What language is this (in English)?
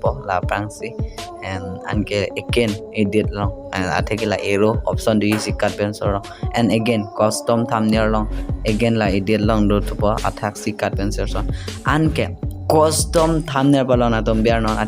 Karbi